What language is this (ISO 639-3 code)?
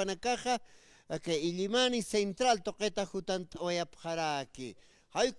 aym